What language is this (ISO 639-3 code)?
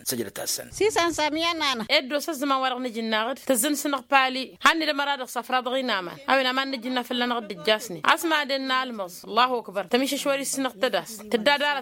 taq